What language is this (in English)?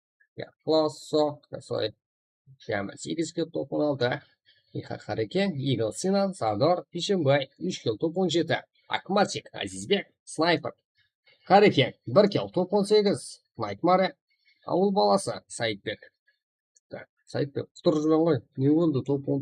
Kara-Kalpak